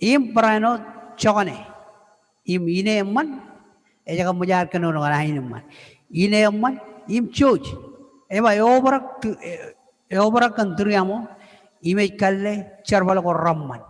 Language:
Marshallese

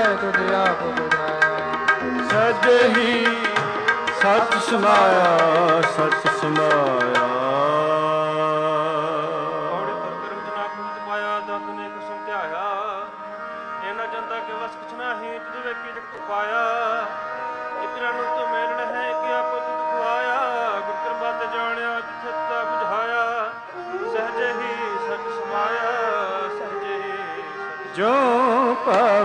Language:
Punjabi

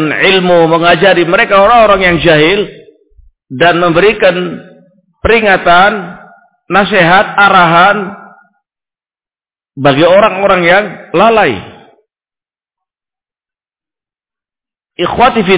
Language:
Indonesian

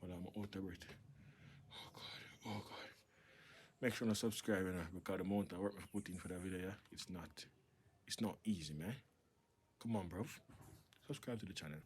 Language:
Jamaican Creole English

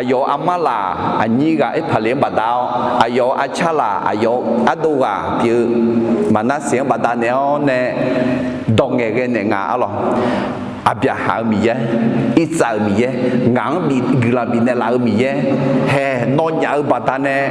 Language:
Akha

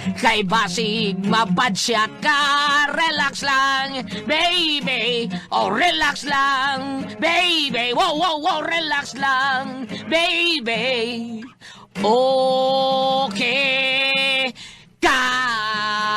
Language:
Cebuano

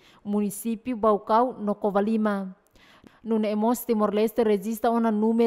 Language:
Tetum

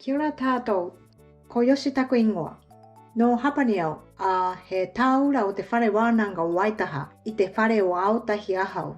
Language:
Māori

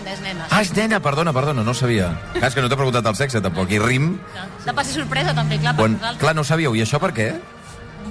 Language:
Catalan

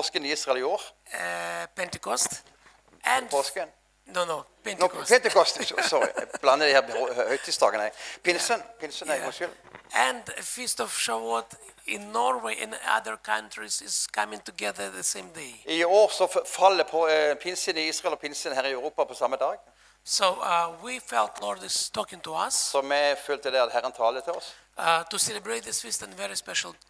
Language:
Norwegian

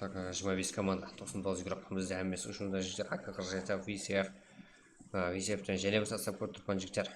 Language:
Kara-Kalpak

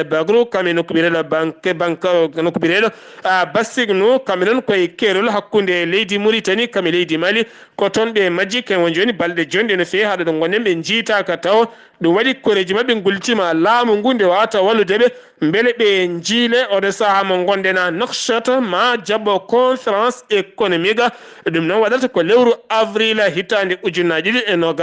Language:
Fula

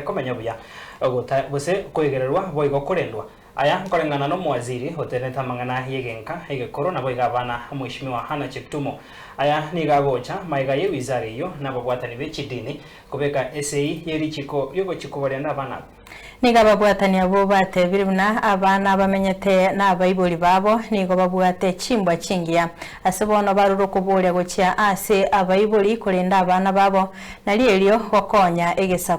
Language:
Gusii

